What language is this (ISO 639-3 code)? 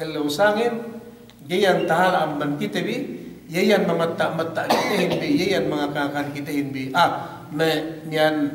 yka